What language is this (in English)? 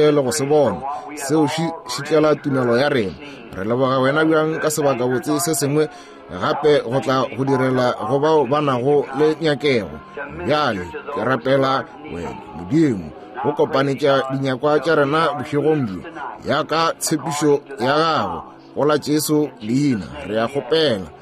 Northern Sotho